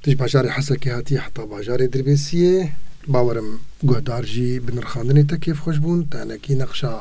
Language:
Kurdish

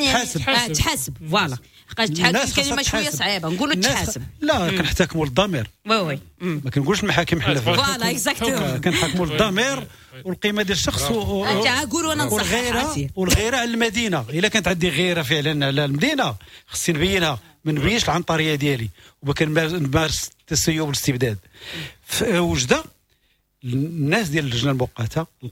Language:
Moroccan Arabic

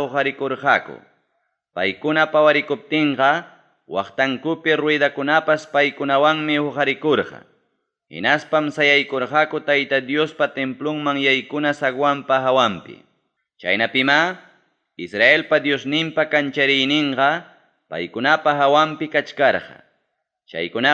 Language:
Ayacucho Quechua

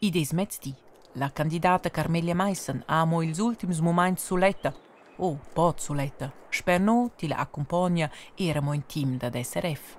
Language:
Romansh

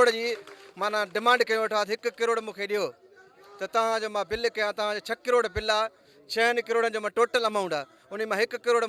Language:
Sindhi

